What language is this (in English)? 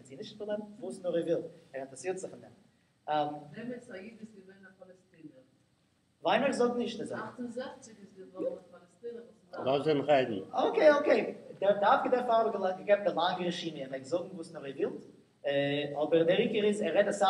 Yiddish